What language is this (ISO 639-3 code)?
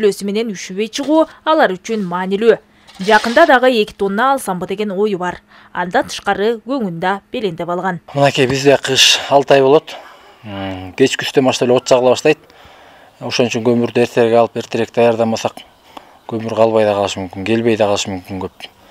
kir